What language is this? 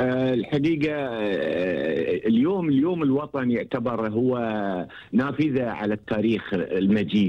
Gulf Arabic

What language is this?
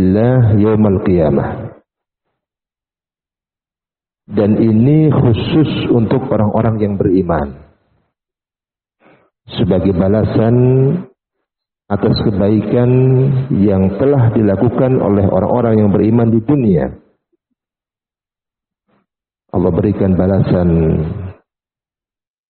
Indonesian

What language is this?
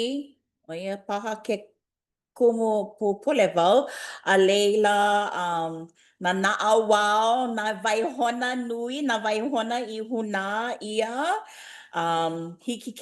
Hawaiian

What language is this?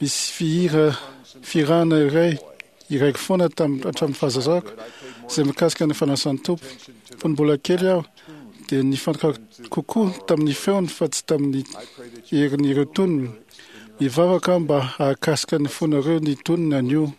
Malagasy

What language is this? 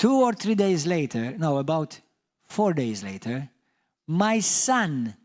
English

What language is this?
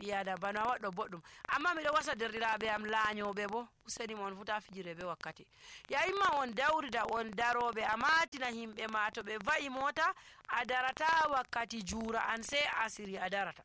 Nigerian Fulfulde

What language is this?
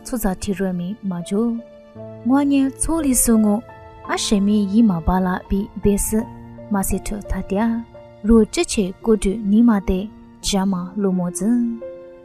Lisu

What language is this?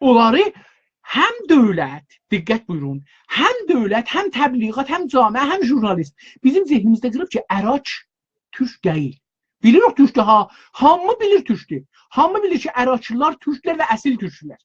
South Azerbaijani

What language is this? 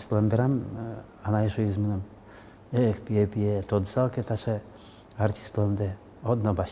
Udmurt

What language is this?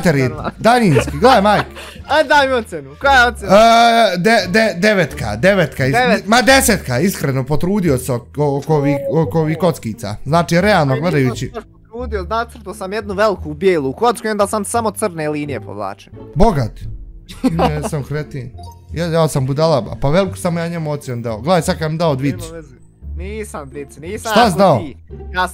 Bosnian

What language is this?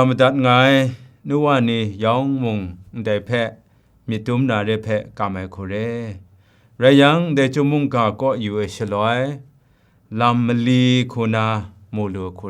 Kachin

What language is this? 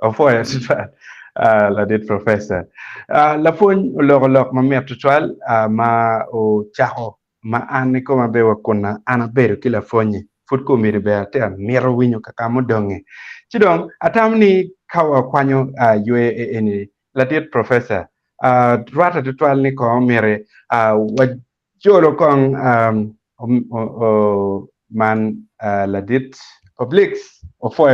Acoli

